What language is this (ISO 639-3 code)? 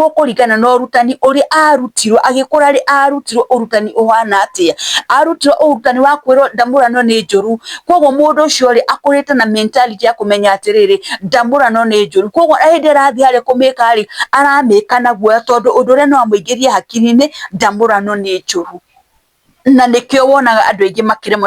kik